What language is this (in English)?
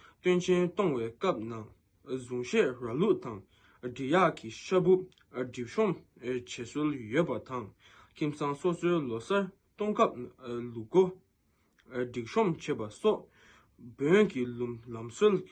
Tibetan